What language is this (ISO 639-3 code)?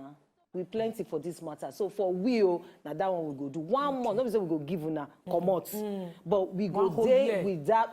pcm